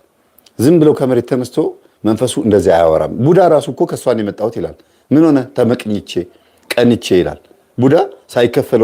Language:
Amharic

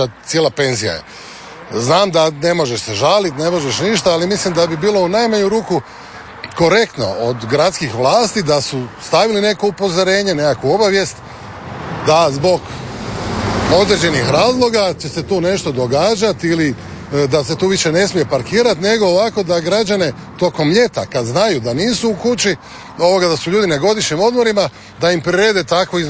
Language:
Croatian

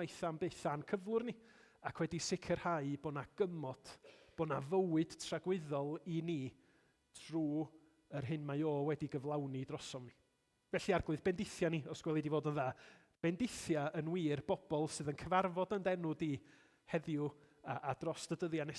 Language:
Welsh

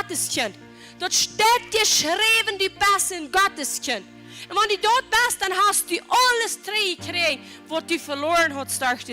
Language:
Plautdietsch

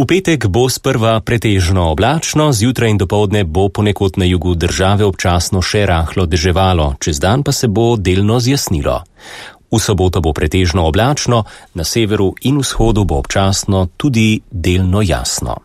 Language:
Slovenian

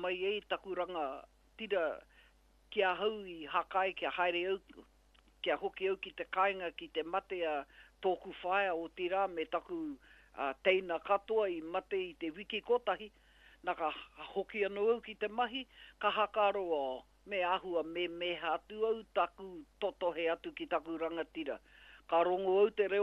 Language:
Māori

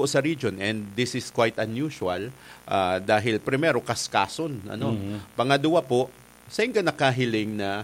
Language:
Bikol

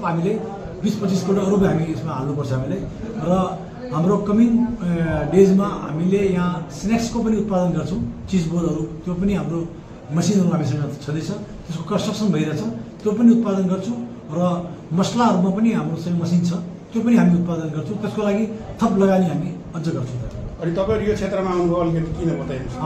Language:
Nepali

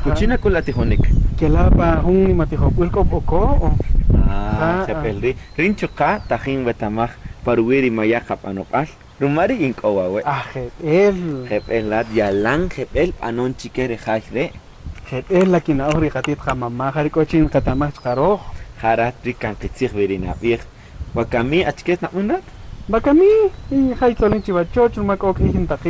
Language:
Kaqchikel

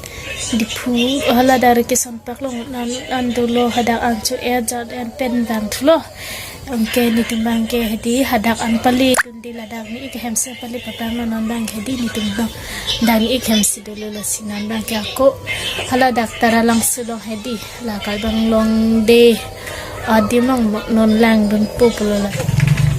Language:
Karbi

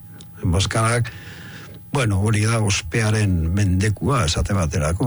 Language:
Basque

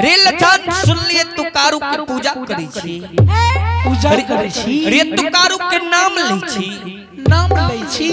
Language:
Maithili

